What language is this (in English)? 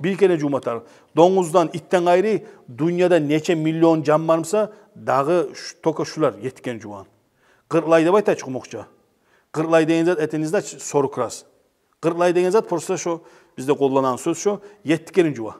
Kumyk